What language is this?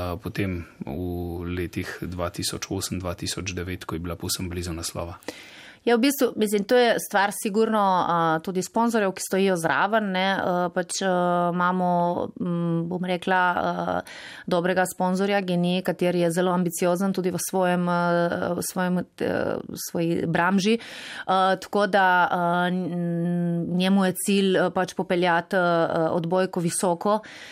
Slovenian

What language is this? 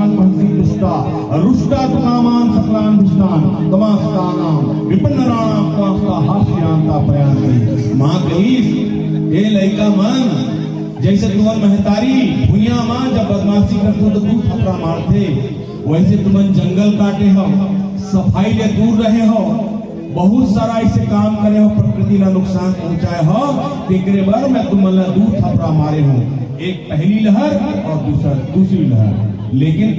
Chhattisgarhi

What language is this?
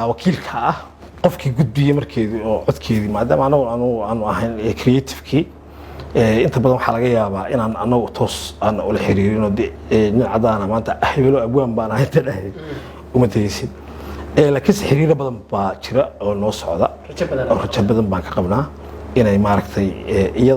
Somali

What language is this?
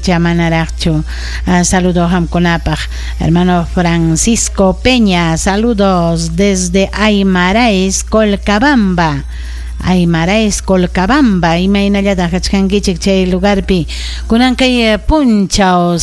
Ayacucho Quechua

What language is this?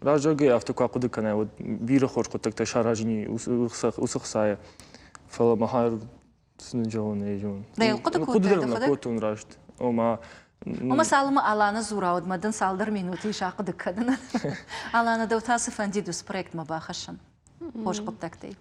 Ossetic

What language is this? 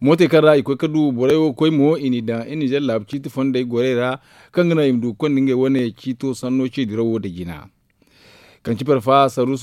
Zarma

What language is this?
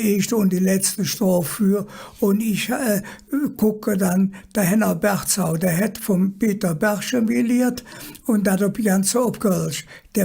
Colognian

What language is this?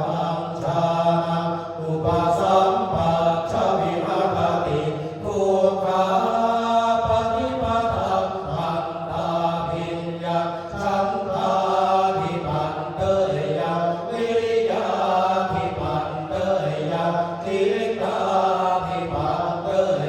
Pali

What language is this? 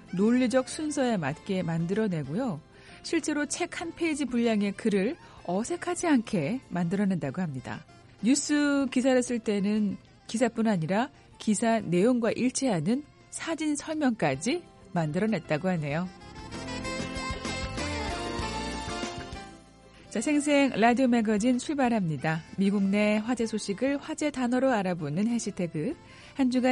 Korean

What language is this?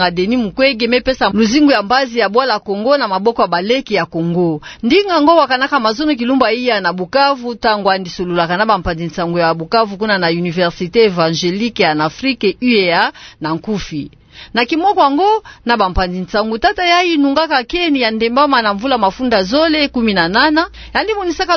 Kituba (Democratic Republic of Congo)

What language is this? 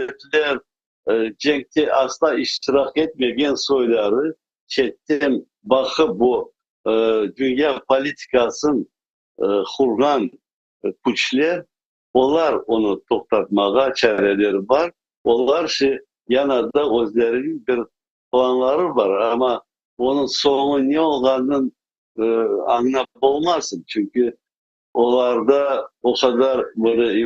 Crimean Tatar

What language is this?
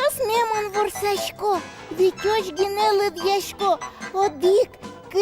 Udmurt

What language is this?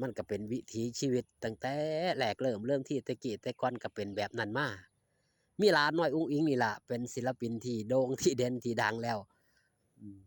Northeastern Thai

